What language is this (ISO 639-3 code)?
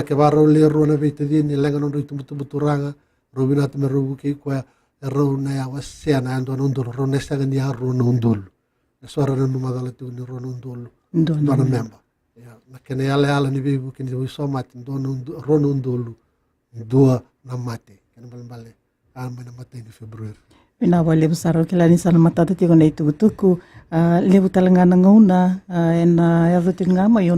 fij